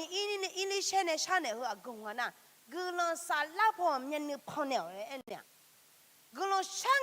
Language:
Akha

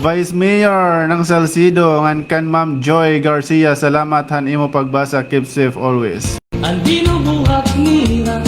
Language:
Waray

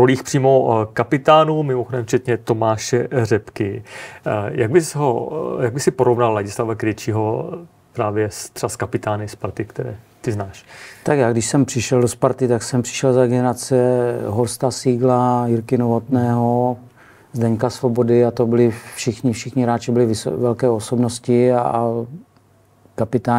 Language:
Czech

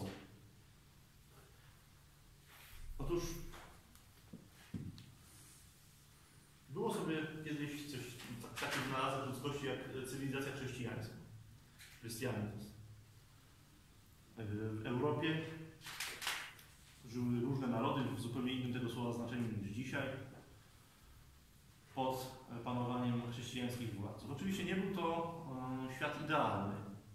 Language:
Polish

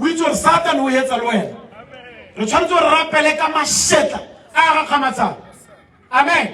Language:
Tswana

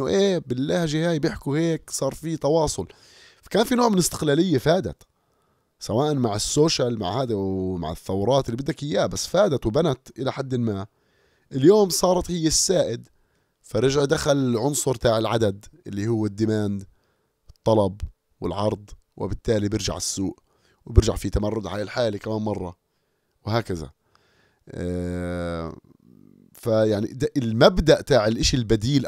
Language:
North Levantine Arabic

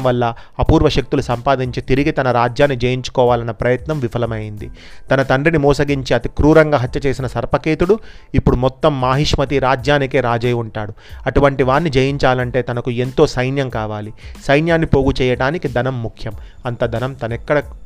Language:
Telugu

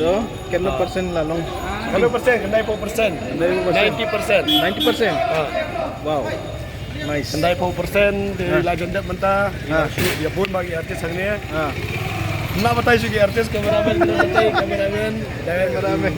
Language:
Khasi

